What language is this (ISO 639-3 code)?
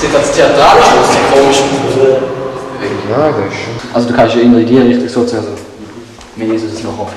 gsw